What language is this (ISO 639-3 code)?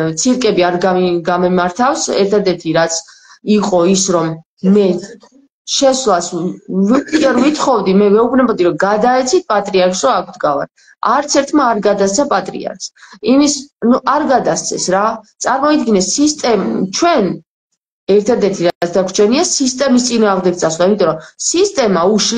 kat